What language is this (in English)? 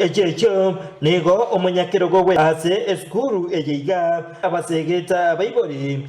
Gusii